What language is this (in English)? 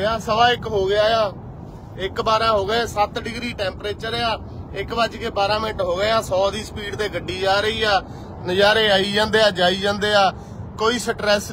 Punjabi